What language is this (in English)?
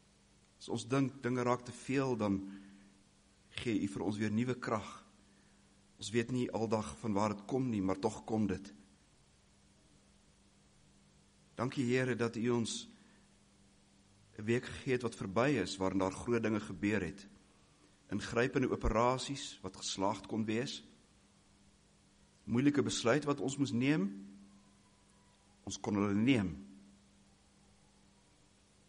Afrikaans